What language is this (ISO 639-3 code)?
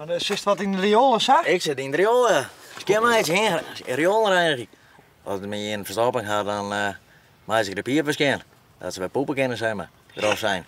fry